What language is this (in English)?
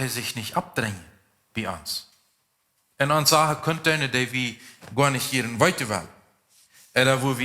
Plautdietsch